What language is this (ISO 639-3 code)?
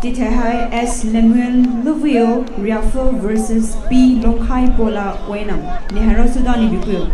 pmx